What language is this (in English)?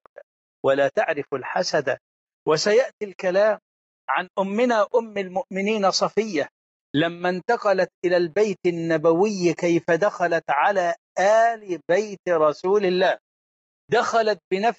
Arabic